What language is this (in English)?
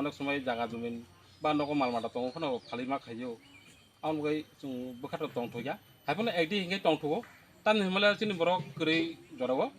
Kok Borok